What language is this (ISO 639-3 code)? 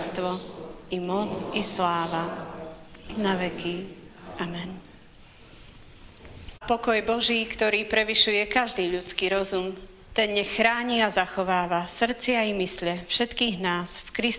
slk